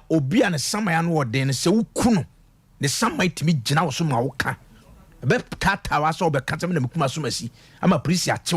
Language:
Akan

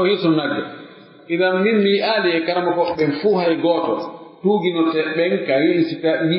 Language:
Pular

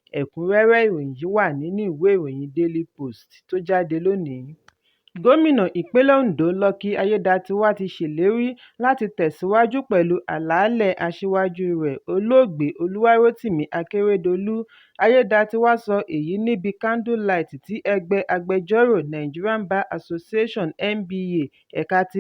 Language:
Yoruba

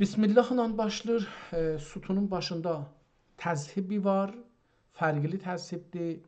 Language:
South Azerbaijani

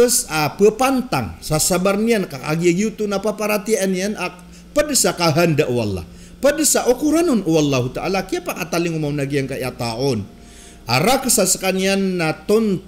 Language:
Maranao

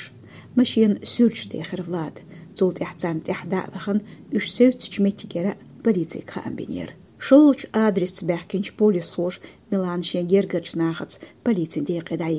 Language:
Chechen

